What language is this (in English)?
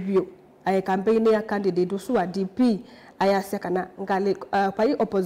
Kamba